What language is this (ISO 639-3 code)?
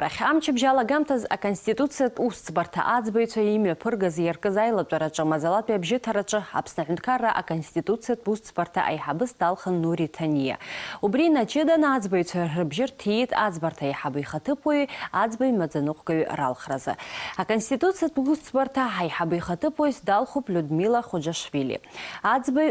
abk